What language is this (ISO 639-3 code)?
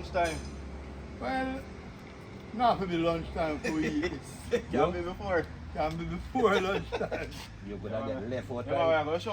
jam